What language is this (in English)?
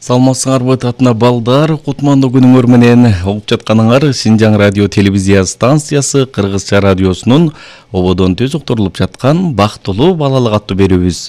Kyrgyz